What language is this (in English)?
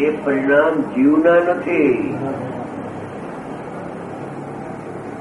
Gujarati